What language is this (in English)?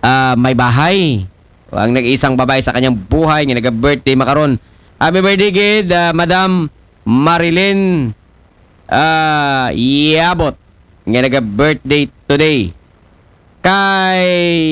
Aklanon